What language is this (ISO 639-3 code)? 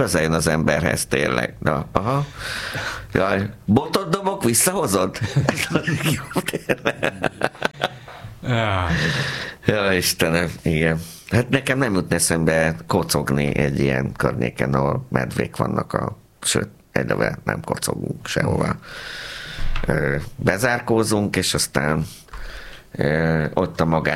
hun